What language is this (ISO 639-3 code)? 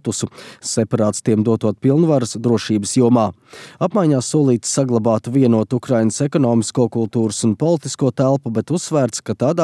lav